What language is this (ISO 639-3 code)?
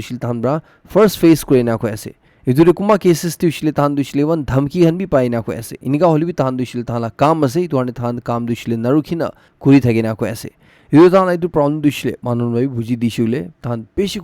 nag